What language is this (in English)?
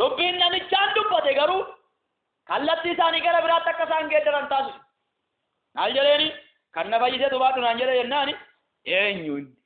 Oromo